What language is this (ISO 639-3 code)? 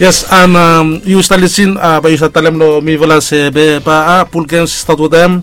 bis